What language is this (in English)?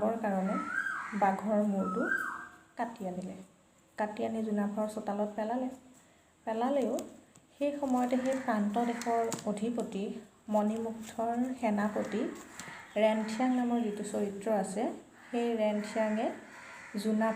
Assamese